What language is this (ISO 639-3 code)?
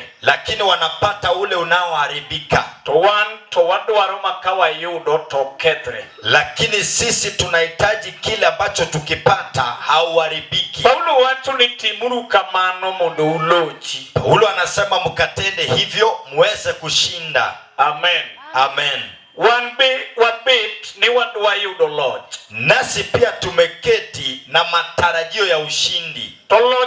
luo